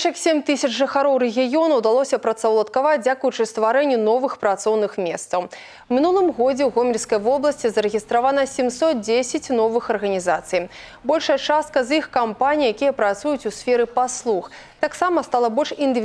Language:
Belarusian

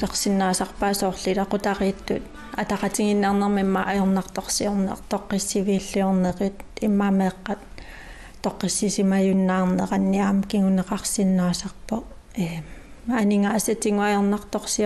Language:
Kalaallisut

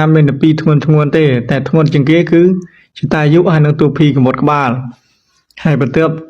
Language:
Khmer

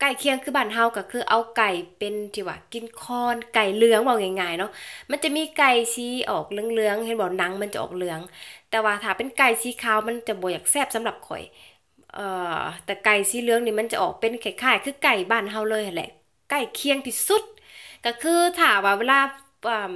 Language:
Lao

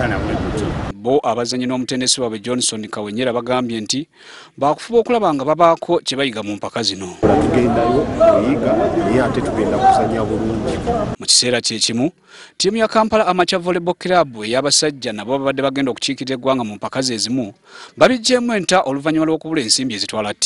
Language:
Ganda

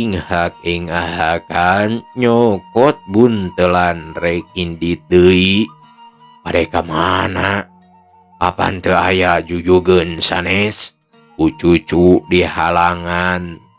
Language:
Sundanese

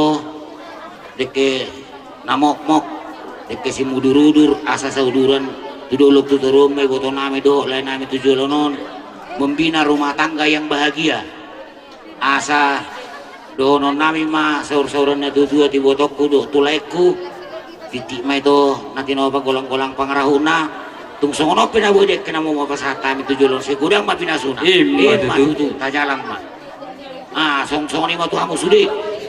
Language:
Batak Toba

